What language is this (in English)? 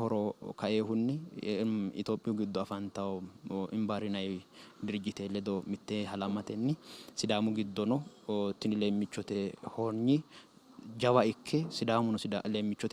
Sidamo